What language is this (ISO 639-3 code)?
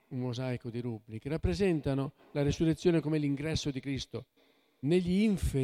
ita